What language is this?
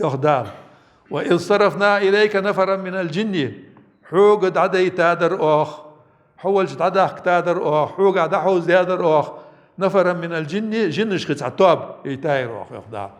Ingush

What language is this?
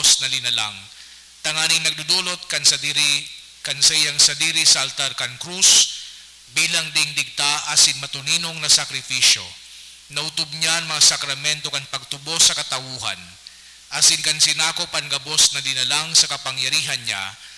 Bikol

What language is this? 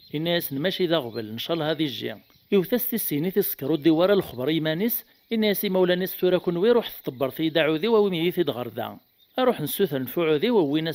Kabyle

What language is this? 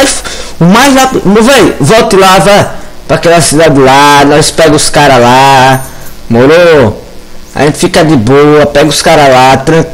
Portuguese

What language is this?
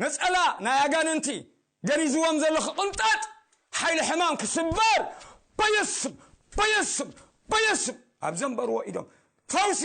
Tigrinya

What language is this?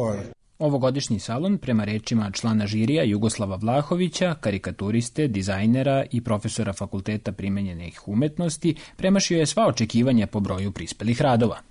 Serbian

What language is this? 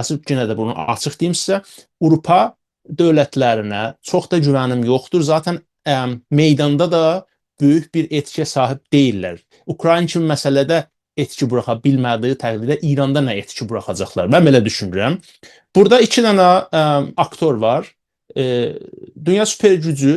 South Azerbaijani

